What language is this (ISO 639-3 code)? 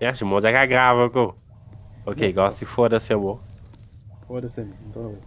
kea